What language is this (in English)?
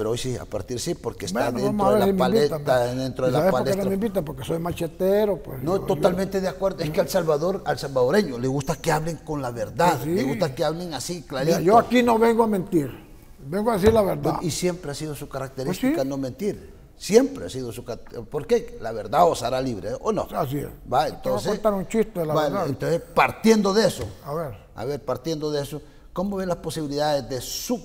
Spanish